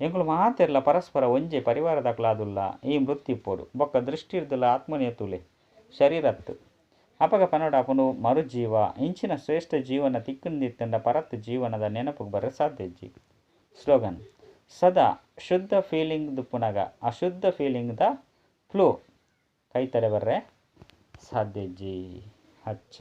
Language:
Tulu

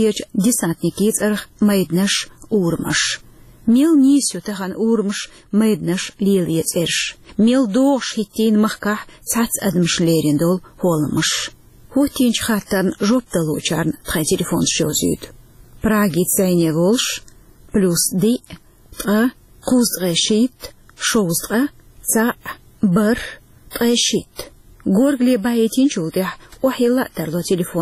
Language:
Chechen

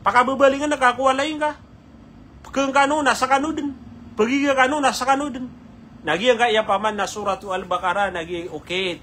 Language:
Maranao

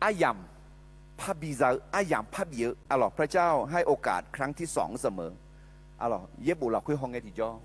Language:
Akha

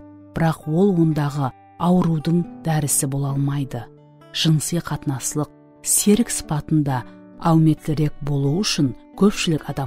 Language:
Kara-Kalpak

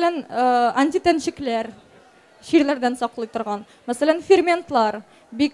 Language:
Tatar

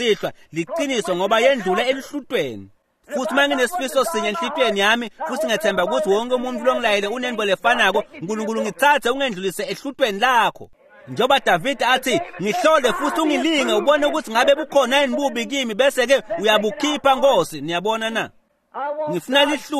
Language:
Swati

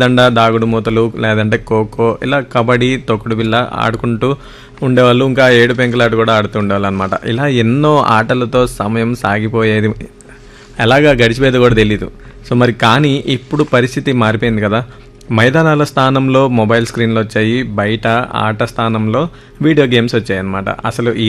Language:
Telugu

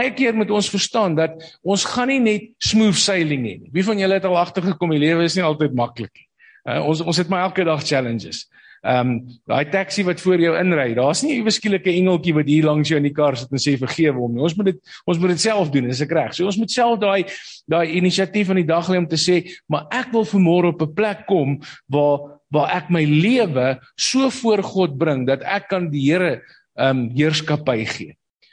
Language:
Afrikaans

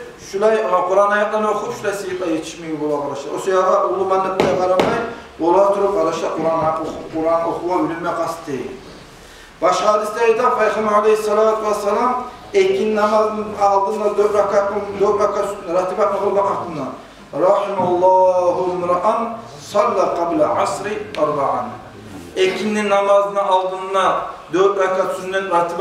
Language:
Kumyk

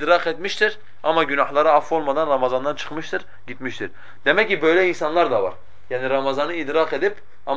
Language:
Turkish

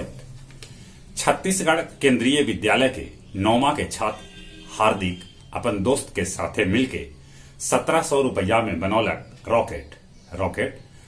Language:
Magahi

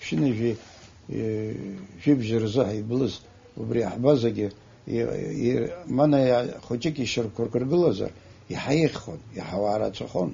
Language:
Abkhazian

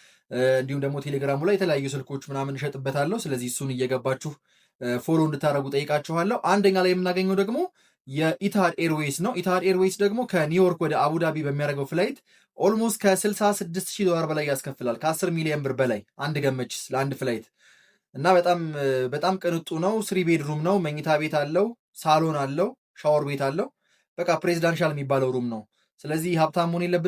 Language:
Amharic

